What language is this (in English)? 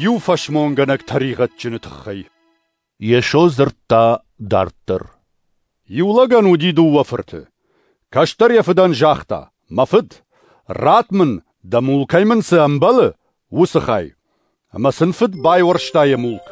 Ossetic